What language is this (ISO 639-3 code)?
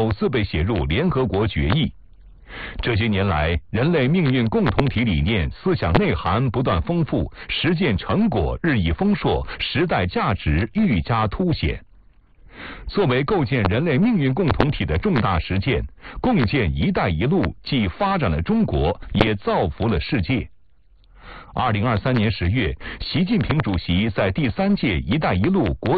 zho